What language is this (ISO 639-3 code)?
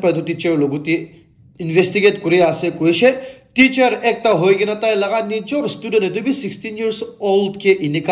nag